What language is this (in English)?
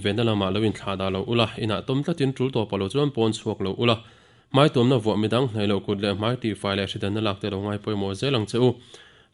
Mizo